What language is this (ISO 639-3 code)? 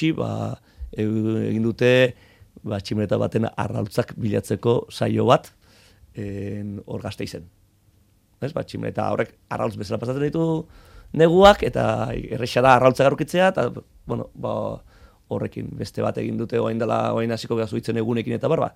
eus